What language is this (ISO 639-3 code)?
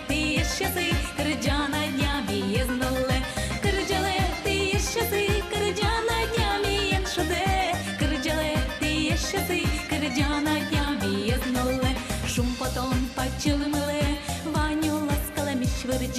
udm